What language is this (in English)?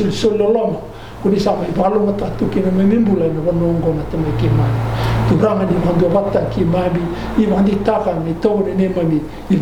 Fijian